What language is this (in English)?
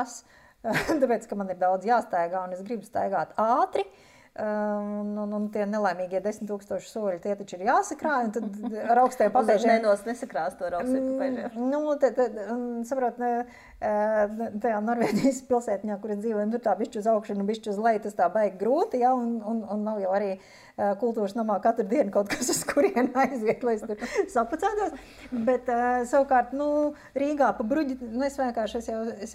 Latvian